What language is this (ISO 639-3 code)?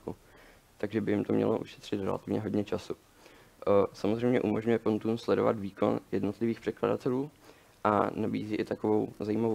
ces